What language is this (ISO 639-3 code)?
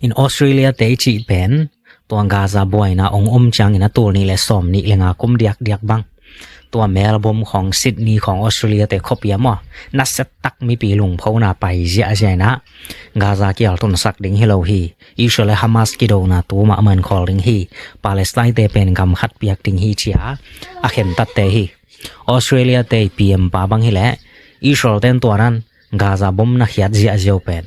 ctd